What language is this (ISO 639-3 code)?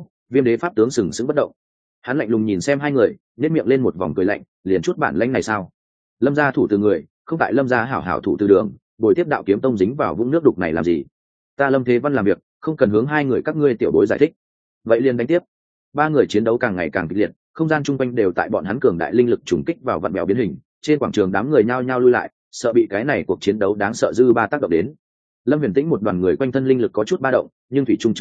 vie